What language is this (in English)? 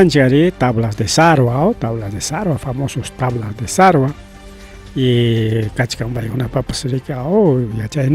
Ayacucho Quechua